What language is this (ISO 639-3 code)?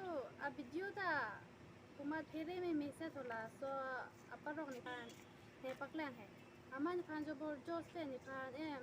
mjw